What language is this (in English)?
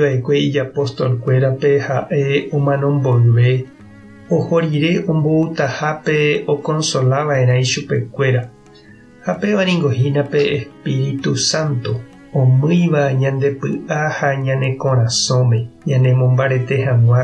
Guarani